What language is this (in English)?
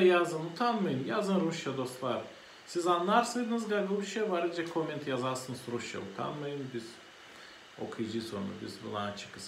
Gagauz